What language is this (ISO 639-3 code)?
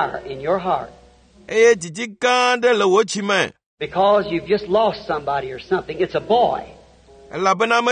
ewe